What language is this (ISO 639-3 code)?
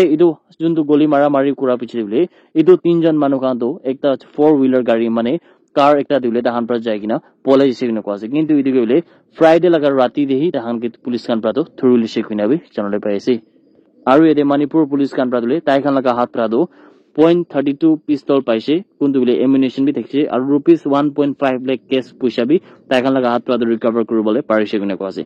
nag